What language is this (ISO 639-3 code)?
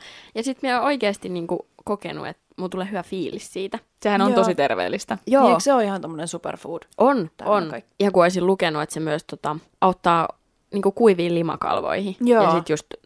fin